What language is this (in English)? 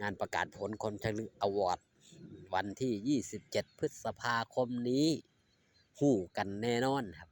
Northeastern Thai